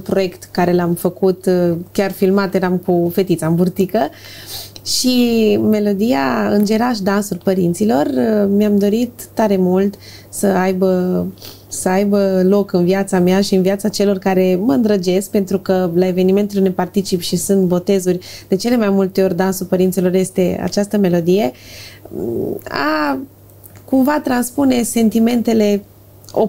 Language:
Romanian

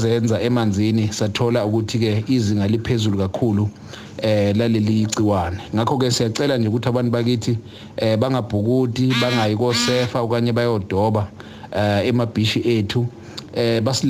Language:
Zulu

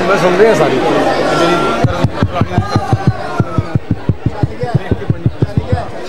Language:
Western Panjabi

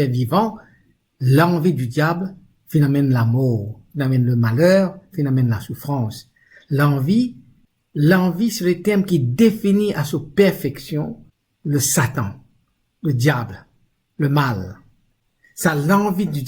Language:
Morisyen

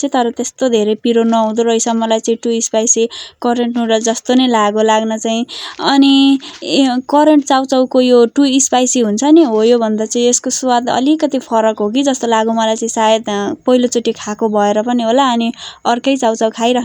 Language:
Nepali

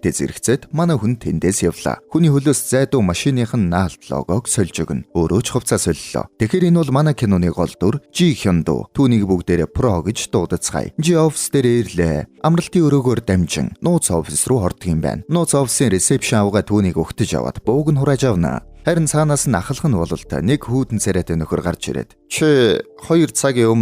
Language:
Mongolian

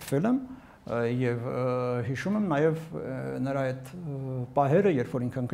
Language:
Armenian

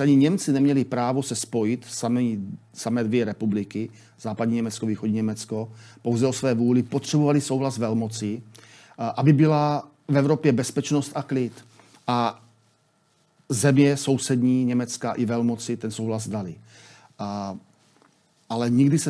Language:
Czech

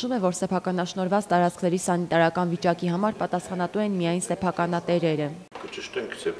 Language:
Armenian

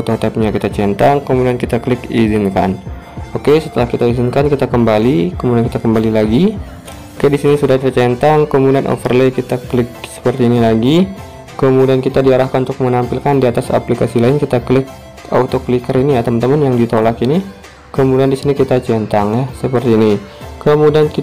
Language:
Indonesian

